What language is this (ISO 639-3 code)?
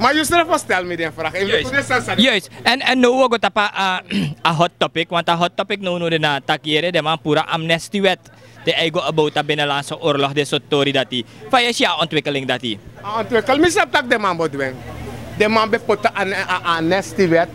srn